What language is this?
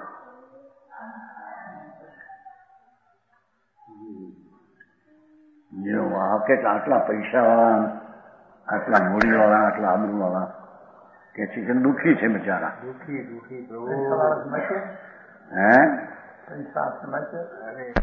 Gujarati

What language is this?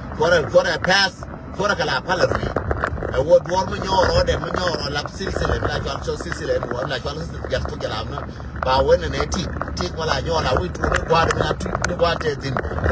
Nuer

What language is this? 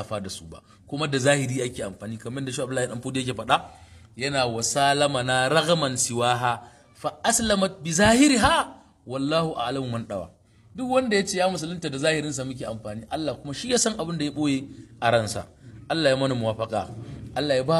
Hausa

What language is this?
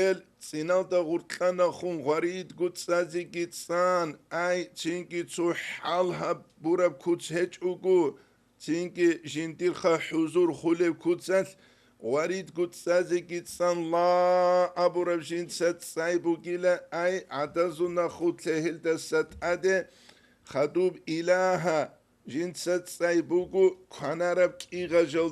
Avaric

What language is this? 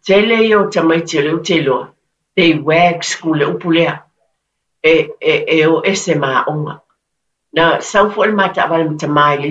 Samoan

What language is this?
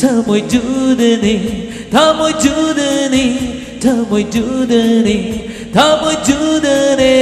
Tangkhul Naga (India)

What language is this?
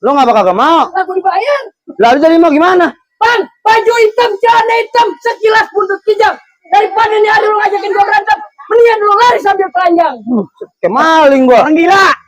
Betawi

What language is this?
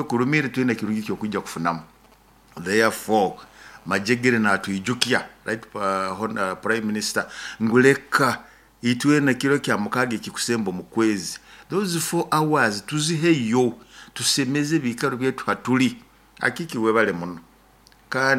Nyoro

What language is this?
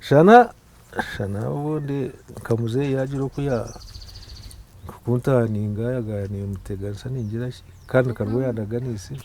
Nyankole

